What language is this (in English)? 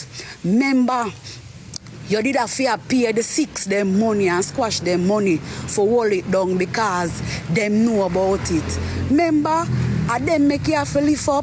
Jamaican Creole English